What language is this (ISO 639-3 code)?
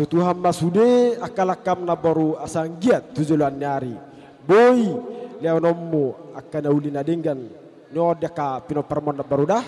bbc